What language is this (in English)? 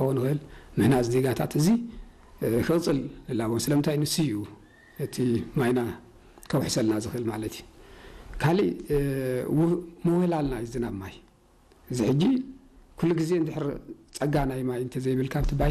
Tigrinya